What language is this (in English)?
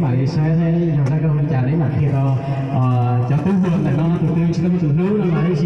Hmong